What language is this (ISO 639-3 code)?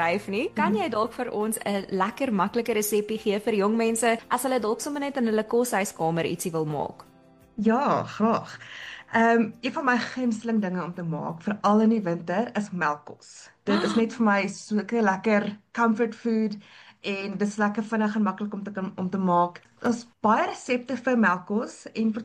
afr